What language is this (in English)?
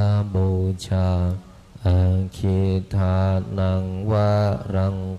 Pali